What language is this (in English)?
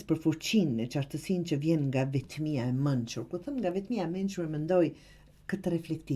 Albanian